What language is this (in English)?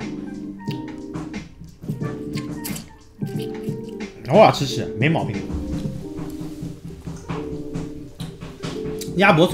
Chinese